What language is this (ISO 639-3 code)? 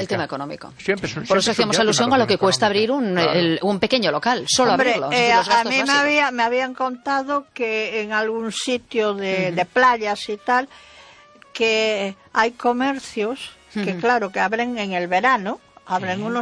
spa